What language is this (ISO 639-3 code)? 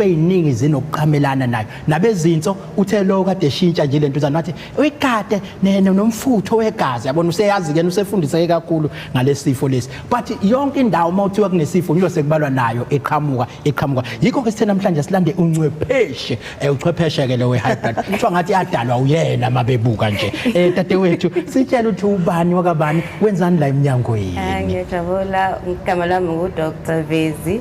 zul